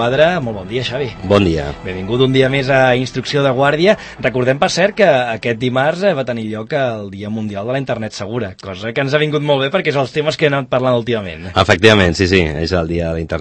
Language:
Catalan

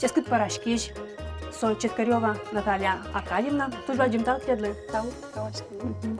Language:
Udmurt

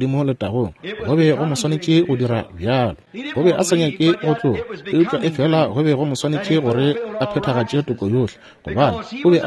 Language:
Northern Sotho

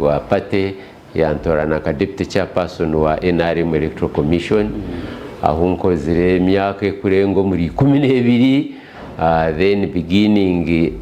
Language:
Nyankole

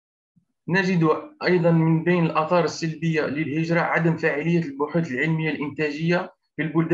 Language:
Arabic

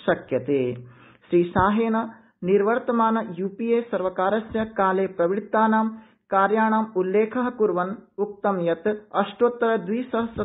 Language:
Sanskrit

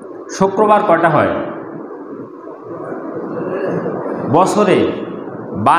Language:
Bangla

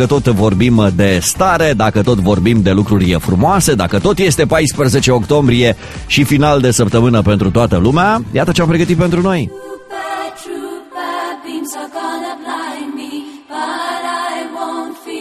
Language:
Romanian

